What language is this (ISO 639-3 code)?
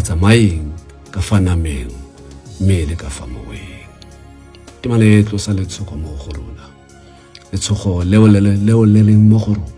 tsn